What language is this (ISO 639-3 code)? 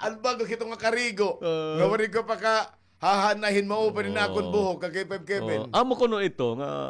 war